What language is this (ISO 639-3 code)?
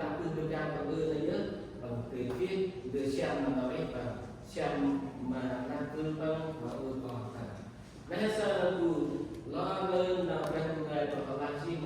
cmo